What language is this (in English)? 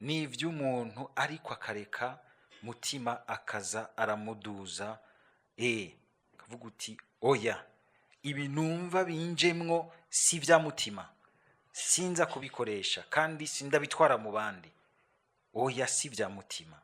Rundi